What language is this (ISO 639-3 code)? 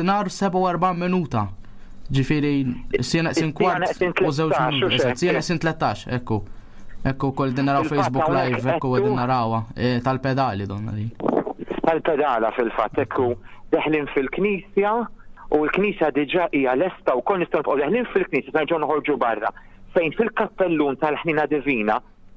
mlt